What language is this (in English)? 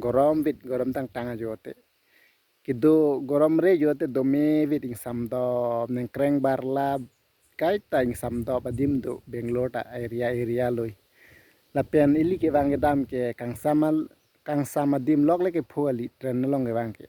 Karbi